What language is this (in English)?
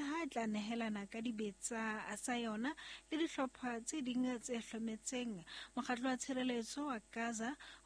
Southern Sotho